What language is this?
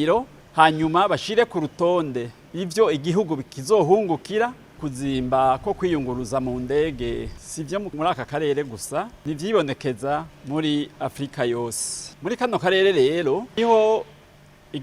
Rundi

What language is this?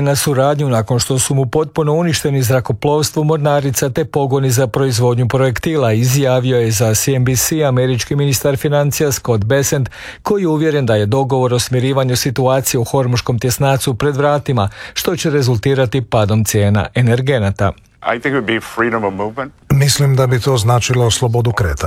Croatian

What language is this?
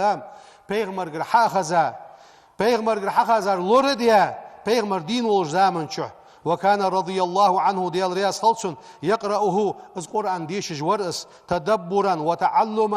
Ingush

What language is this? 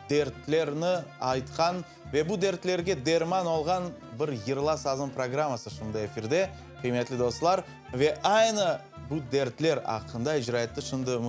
Crimean Tatar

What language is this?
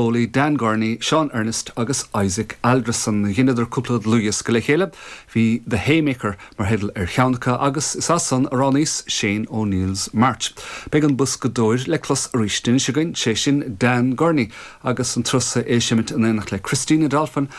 Irish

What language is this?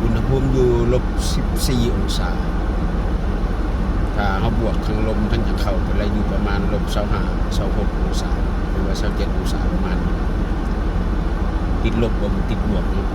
Lao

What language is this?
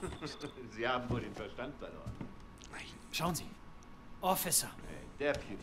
Swiss German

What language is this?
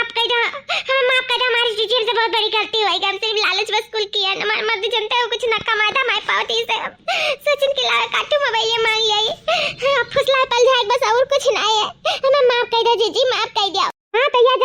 Awadhi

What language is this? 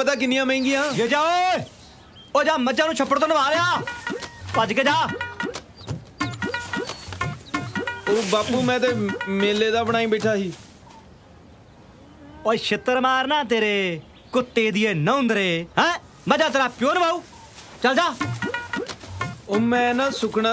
Punjabi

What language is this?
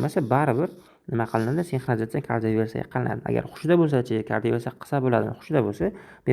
Uzbek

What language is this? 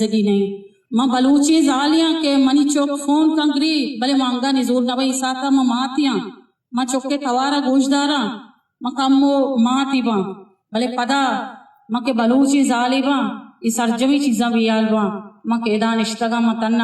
Eastern Balochi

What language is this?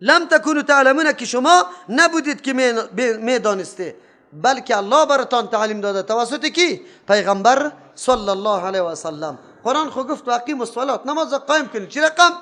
Persian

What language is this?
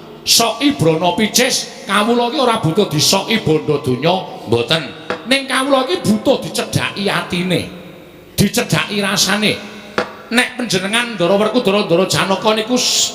Javanese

